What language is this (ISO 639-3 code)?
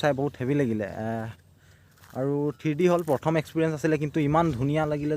asm